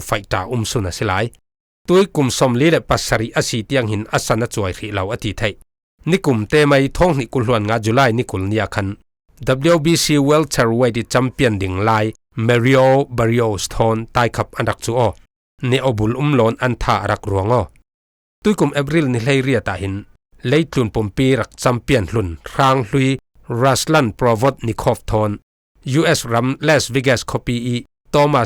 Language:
Falam Chin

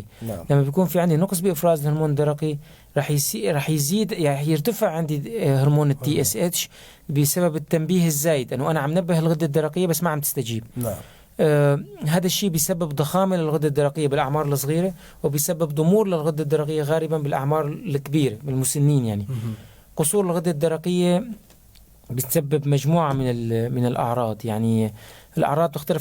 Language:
North Levantine Arabic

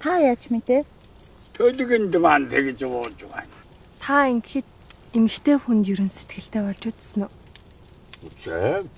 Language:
Mongolian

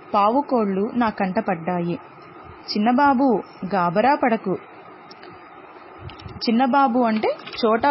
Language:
Telugu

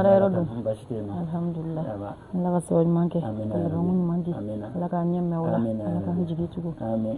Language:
Bambara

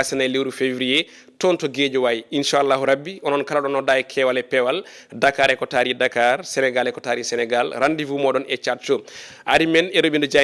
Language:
Fula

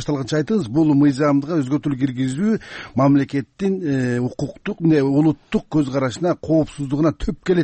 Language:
Kyrgyz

